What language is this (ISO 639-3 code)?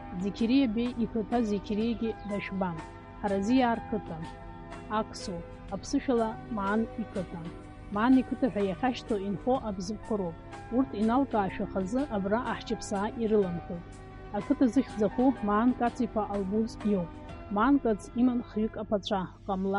abk